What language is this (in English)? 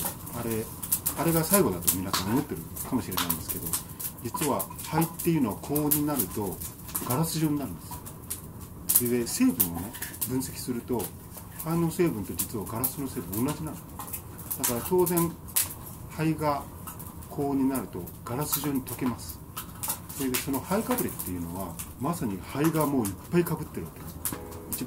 Japanese